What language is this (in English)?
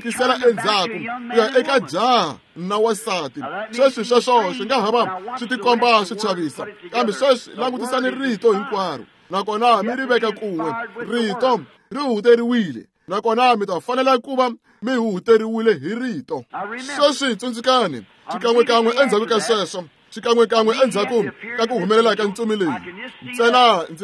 Tsonga